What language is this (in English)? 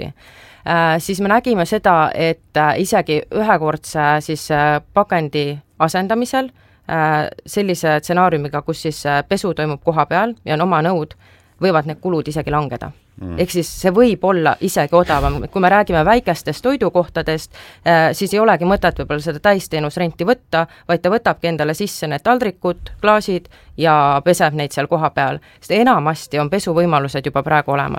Estonian